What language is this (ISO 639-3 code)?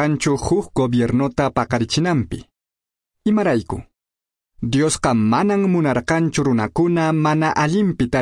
que